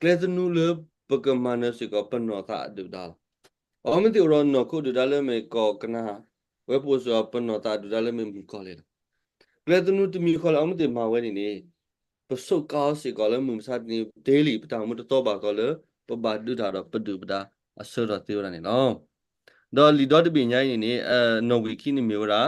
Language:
S'gaw Karen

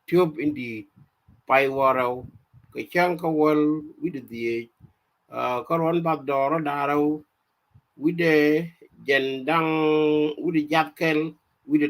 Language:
Nuer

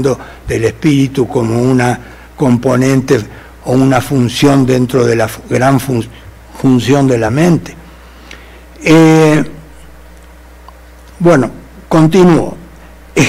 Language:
Spanish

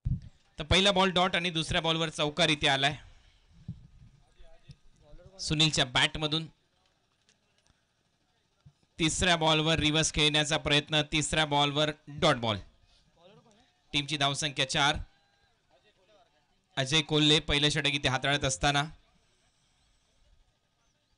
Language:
Marathi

